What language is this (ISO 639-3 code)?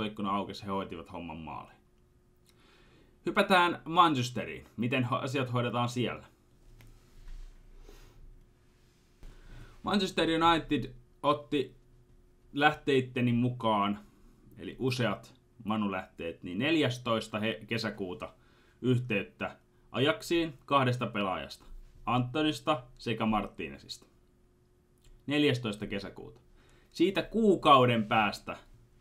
fin